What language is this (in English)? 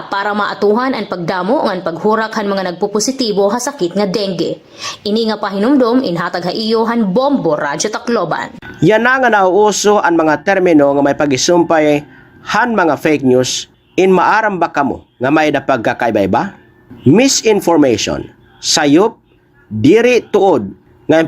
Waray